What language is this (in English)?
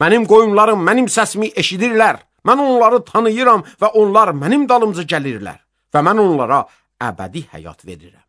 Azerbaijani